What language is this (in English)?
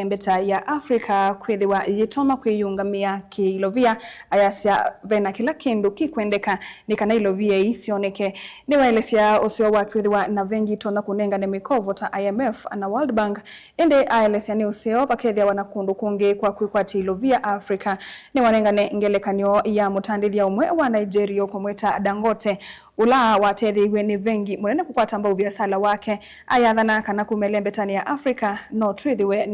Kamba